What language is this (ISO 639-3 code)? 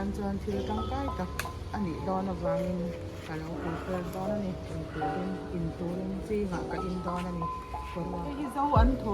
lus